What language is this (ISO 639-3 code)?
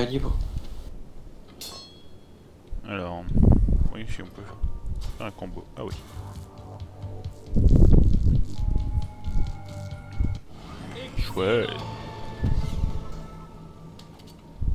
fra